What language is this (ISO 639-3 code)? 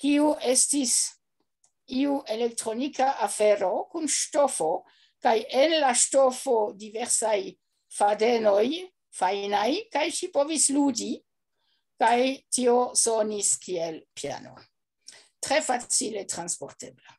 epo